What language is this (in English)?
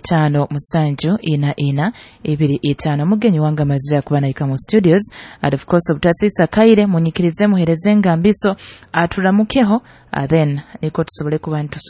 Nyoro